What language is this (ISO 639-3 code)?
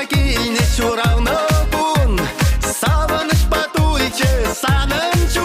chv